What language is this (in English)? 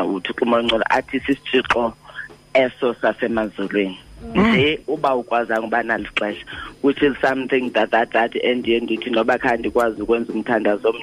Xhosa